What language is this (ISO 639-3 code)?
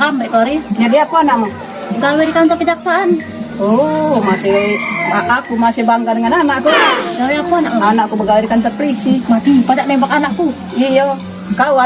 mui